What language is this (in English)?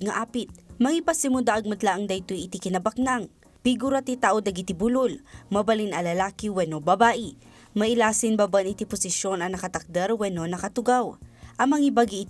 Iloko